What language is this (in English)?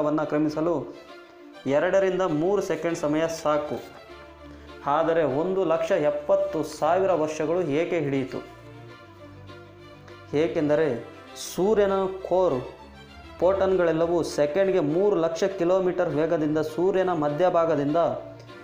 Kannada